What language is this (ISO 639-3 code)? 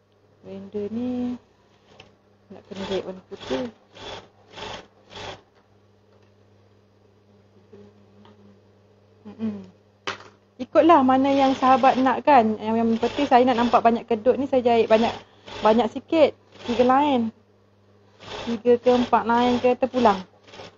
msa